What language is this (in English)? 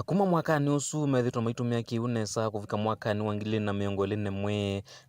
Kamba